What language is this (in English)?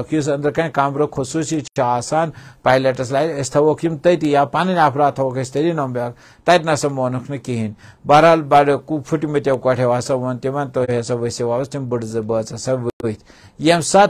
Kashmiri